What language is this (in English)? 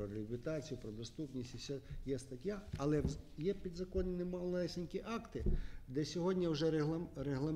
Ukrainian